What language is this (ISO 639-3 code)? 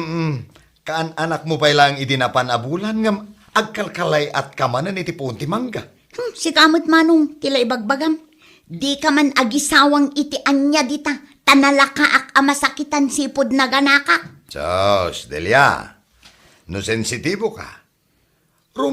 ilo